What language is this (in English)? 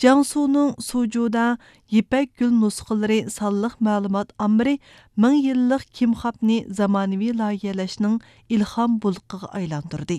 Uyghur